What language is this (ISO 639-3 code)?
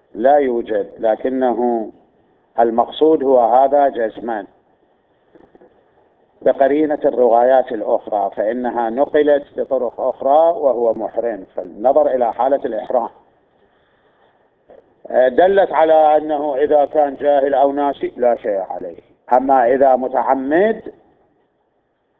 ara